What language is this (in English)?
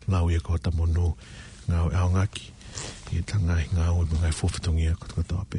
Tongan